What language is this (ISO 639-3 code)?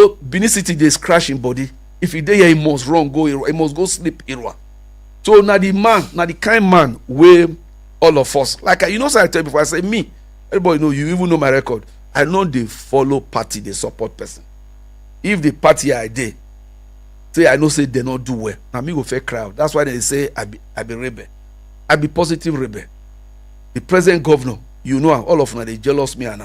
pcm